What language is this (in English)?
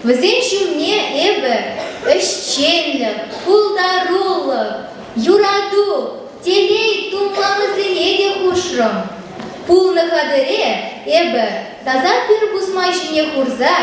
Chuvash